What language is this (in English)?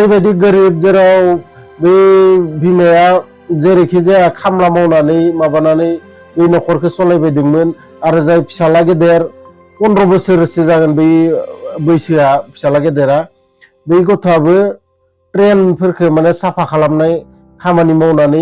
Bodo